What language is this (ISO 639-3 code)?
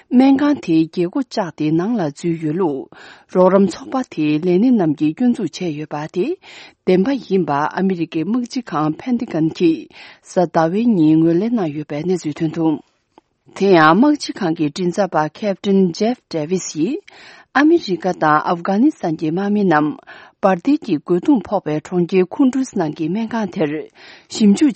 bod